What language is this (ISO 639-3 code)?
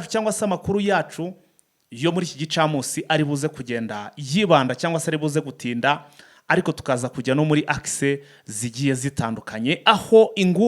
kin